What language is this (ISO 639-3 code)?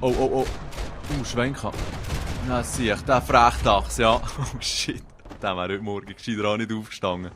gsw